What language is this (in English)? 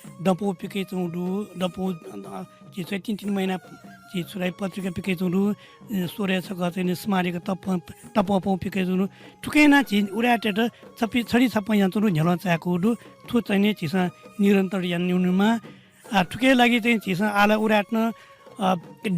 Newari